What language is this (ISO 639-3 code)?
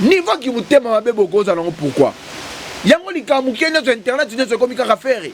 lin